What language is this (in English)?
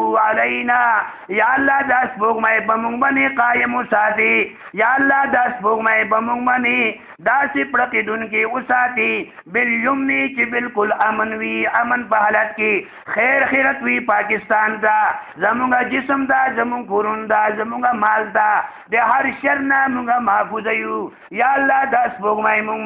Pashto